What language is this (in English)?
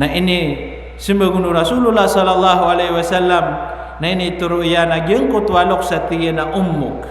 Maranao